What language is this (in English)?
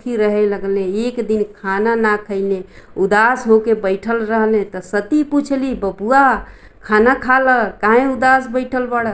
Bhojpuri